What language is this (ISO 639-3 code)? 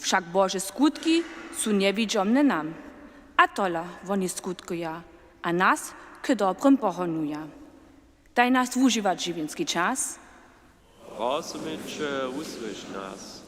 hsb